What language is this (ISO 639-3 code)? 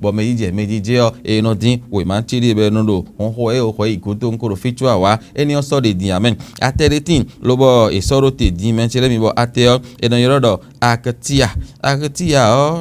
fon